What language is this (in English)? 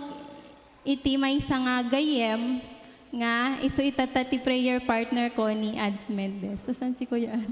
Iloko